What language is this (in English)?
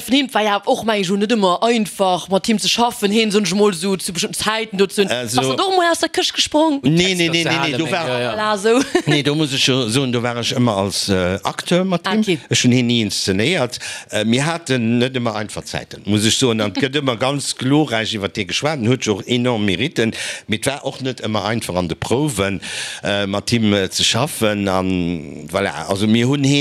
Luxembourgish